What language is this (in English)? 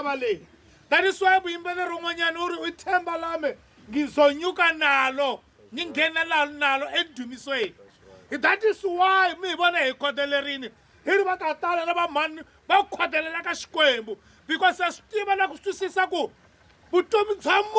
Tsonga